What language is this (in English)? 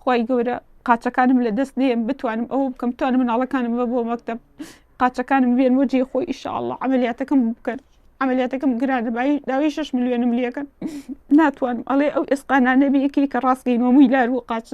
Central Kurdish